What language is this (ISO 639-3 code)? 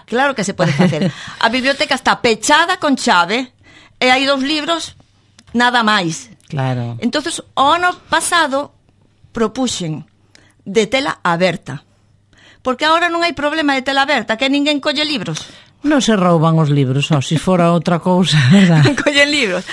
glg